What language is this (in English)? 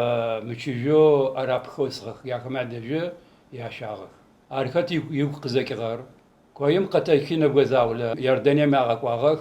Adyghe